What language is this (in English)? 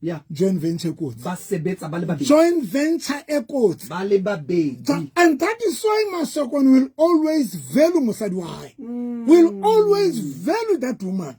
Southern Sotho